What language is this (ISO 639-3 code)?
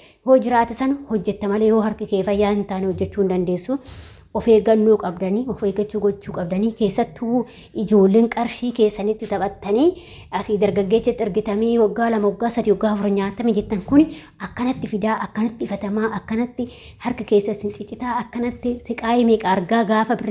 orm